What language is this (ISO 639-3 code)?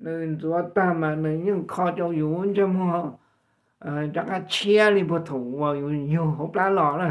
hmn